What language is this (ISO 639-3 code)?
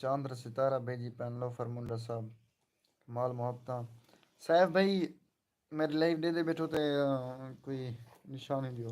skr